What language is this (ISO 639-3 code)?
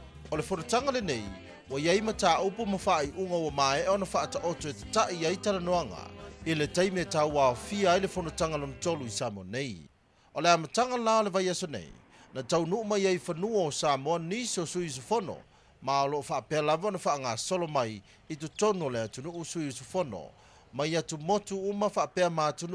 smo